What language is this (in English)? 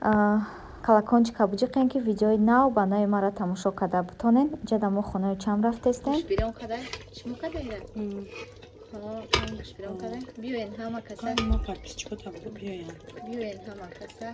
Tajik